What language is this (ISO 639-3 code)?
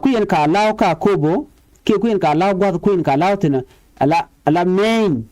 nus